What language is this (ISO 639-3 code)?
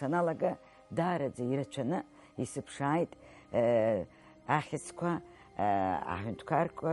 abk